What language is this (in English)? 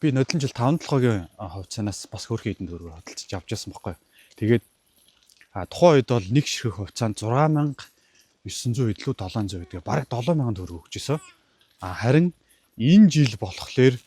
Mongolian